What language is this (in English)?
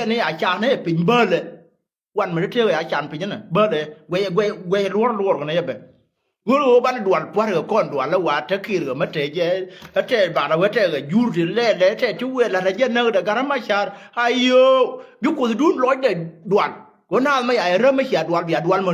Nuer